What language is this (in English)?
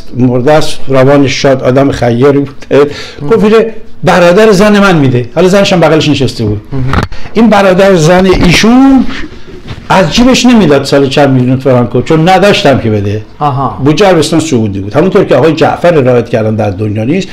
Persian